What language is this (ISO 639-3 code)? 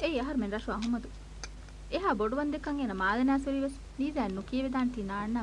div